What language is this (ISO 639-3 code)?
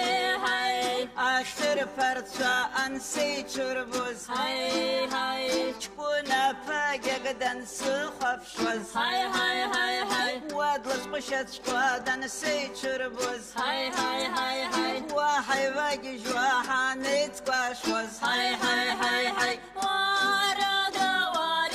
abk